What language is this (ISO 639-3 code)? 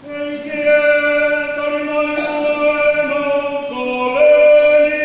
ton